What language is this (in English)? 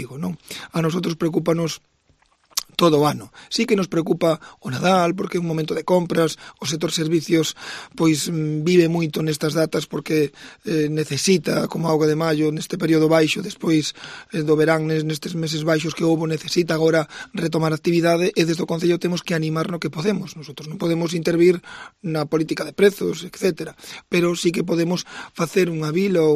Galician